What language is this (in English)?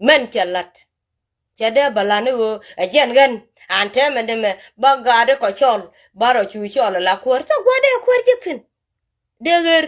Nuer